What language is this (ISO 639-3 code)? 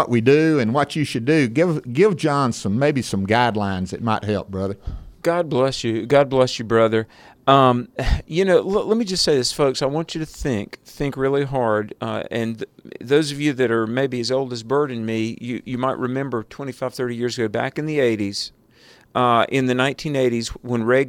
eng